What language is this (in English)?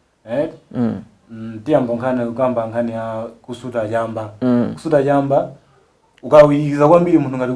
Nyanja